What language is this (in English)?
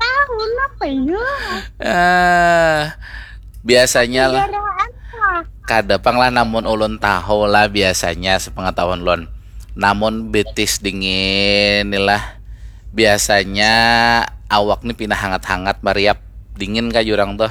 Banjar